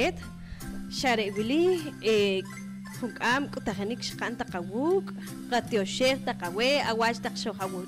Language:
Poqomchi'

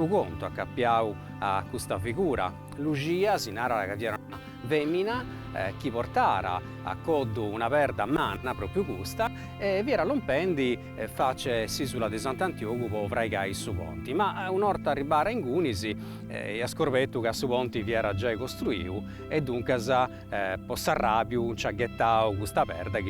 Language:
Sardinian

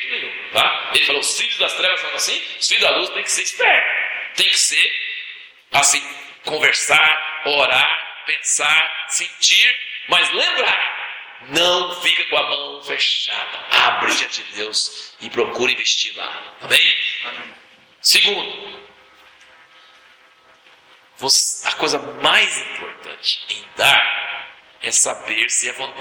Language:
Portuguese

